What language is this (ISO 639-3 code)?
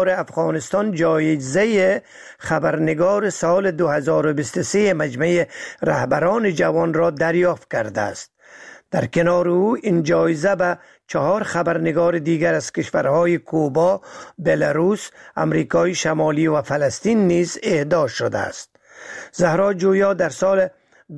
fas